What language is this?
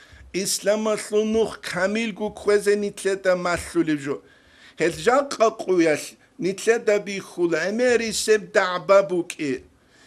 Avaric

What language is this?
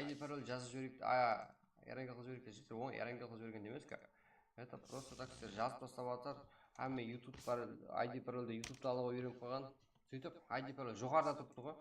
Kara-Kalpak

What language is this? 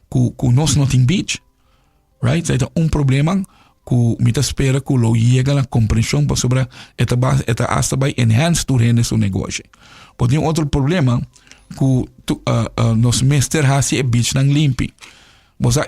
Papiamento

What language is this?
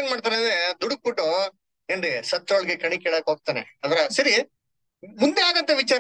Kannada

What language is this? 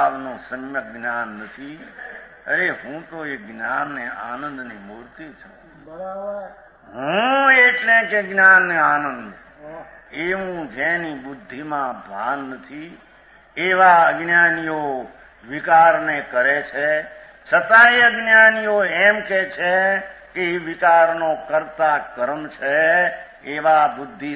Gujarati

